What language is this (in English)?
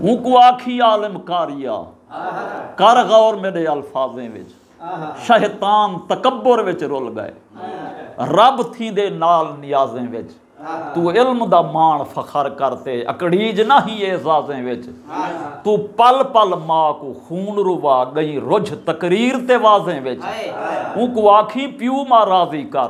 Saraiki